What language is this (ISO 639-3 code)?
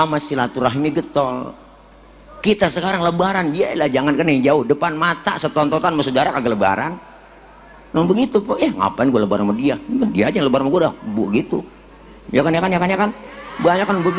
bew